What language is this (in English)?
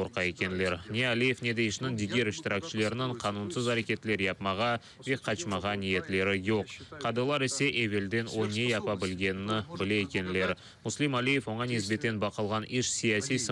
Crimean Tatar